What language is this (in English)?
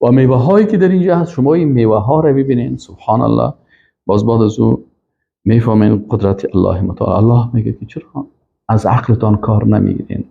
Persian